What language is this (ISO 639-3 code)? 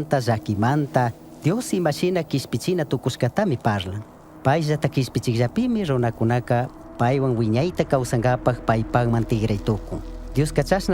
qug